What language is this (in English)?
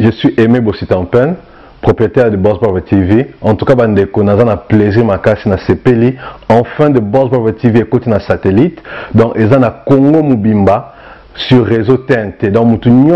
Lingala